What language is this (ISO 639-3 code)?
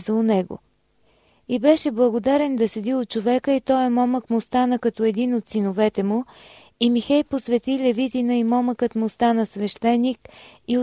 bul